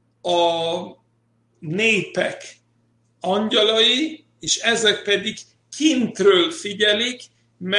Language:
Hungarian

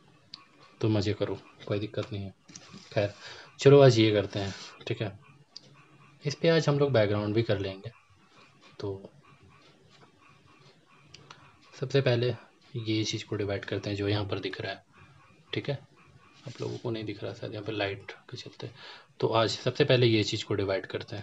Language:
Hindi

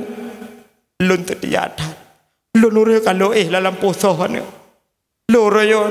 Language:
Achinese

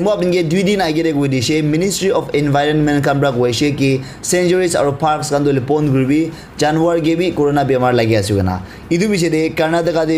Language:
Naga Pidgin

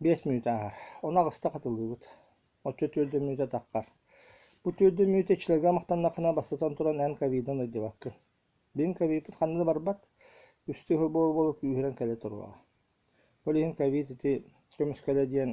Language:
Yakut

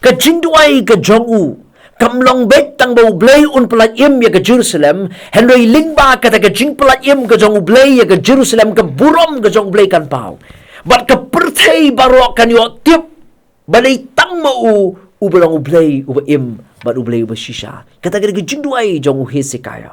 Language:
Khasi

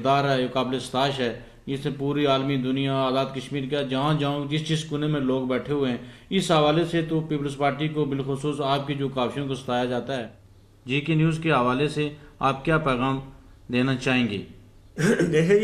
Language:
Urdu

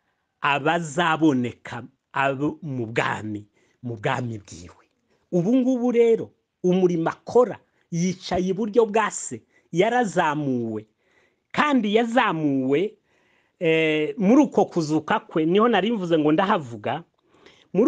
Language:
Kinyarwanda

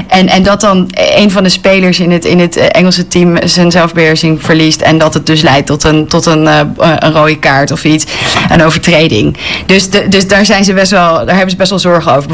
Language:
Dutch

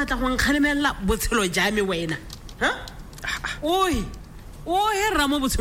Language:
Tswana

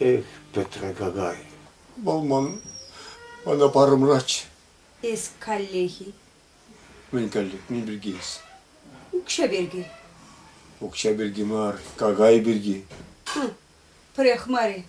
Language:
Chuvash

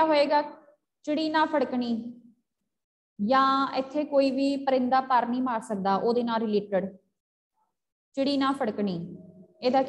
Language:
Punjabi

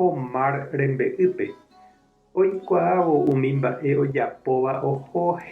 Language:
Guarani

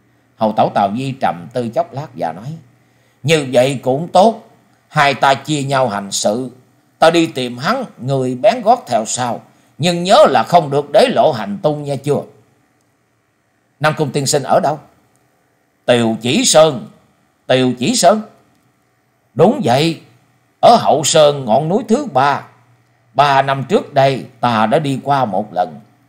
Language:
Vietnamese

